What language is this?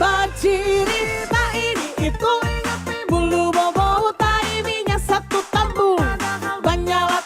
Manado Malay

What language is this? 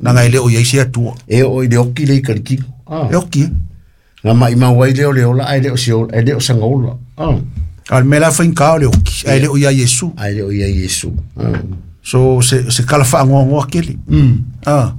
Samoan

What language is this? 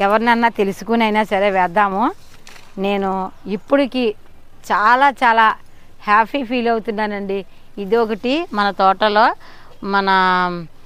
Telugu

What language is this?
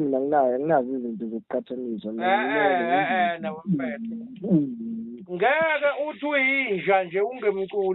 Zulu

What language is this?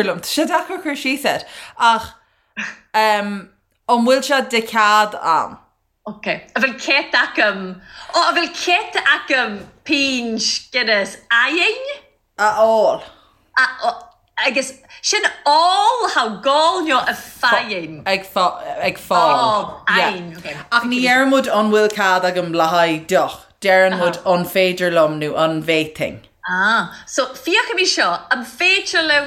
Irish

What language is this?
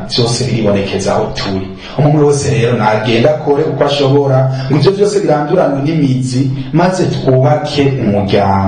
Rundi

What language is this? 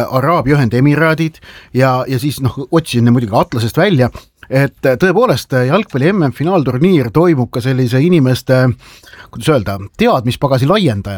Estonian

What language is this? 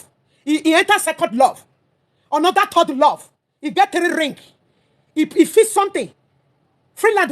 Nigerian Pidgin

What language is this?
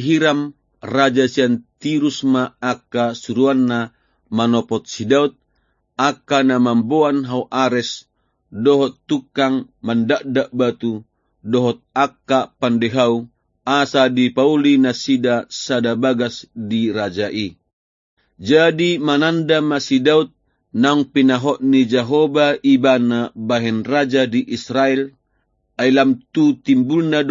Batak Toba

